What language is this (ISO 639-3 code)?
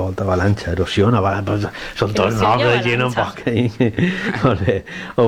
cat